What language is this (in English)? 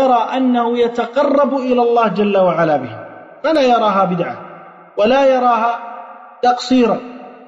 Arabic